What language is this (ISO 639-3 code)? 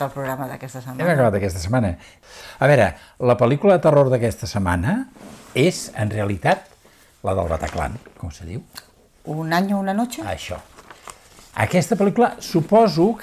cat